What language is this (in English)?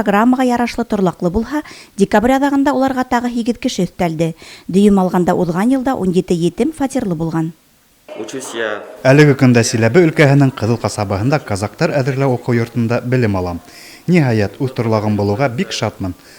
Bashkir